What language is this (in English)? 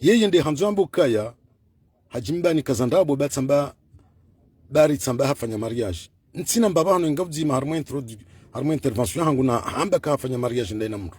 Ngazidja Comorian